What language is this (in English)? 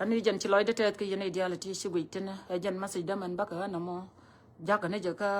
Nuer